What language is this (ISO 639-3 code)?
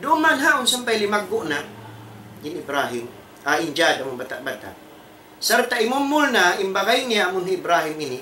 tsg